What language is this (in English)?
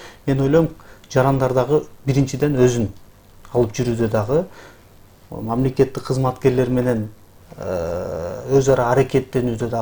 Kyrgyz